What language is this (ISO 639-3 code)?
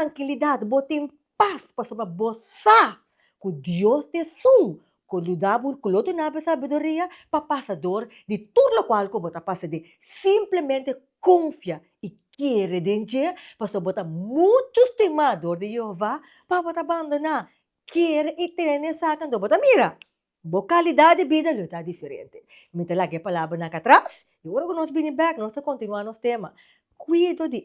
pap